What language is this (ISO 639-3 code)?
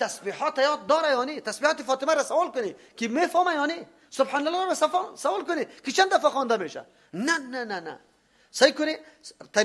fas